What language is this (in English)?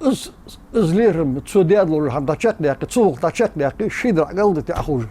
Ingush